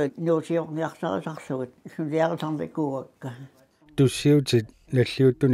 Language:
Kalaallisut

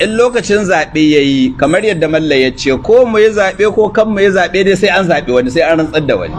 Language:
Hausa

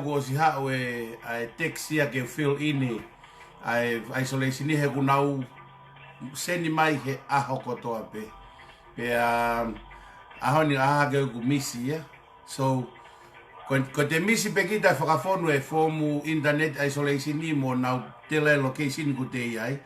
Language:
Tongan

